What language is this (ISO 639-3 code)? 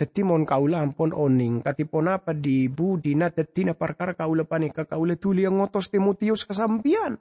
mad